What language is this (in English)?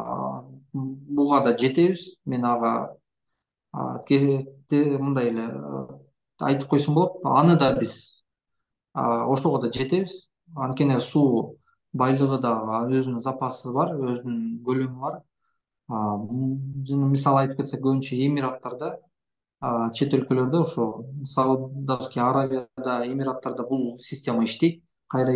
Kyrgyz